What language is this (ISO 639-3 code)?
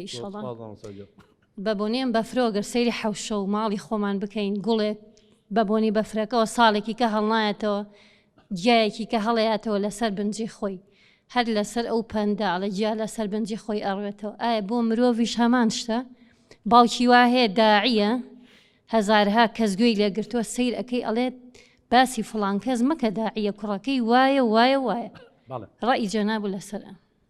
ckb